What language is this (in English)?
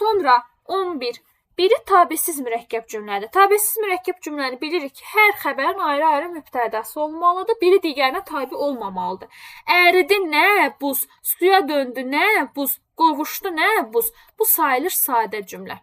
Azerbaijani